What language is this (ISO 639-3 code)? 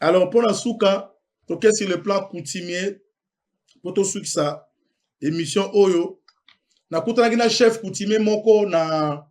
lin